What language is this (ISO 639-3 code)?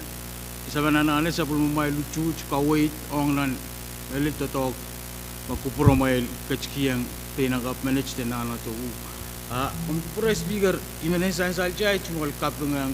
pon